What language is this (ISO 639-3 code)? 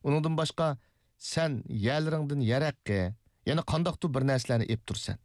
uig